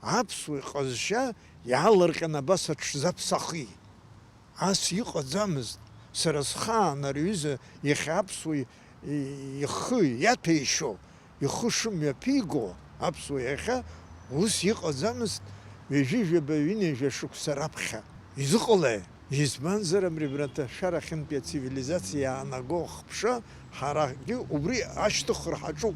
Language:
Abkhazian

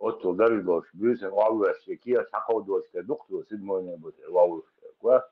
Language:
Chechen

